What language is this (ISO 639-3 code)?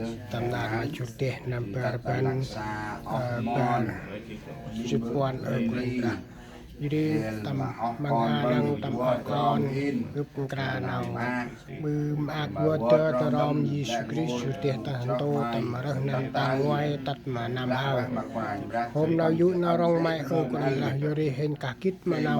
cmo